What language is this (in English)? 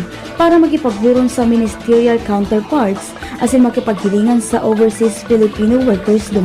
Bikol